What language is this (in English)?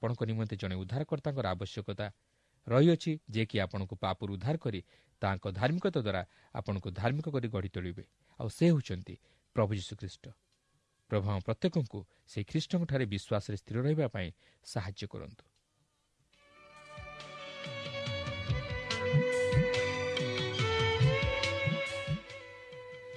Odia